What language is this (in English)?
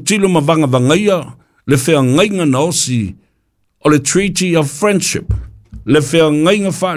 Samoan